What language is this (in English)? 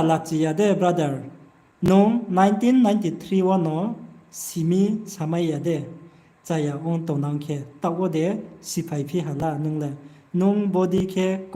Riang (India)